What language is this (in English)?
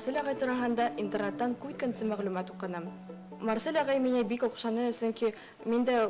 Bashkir